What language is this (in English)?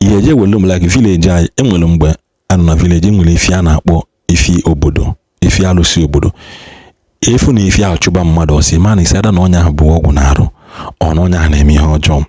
Igbo